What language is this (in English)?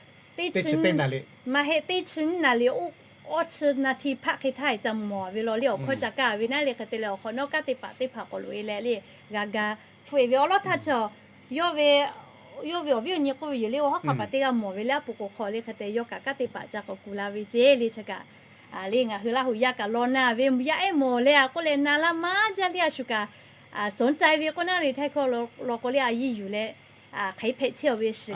Lahu